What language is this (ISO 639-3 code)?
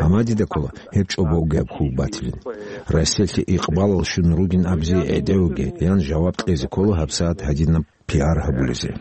ava